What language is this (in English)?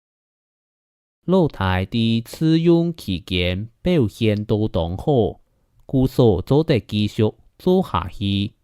Hakka Chinese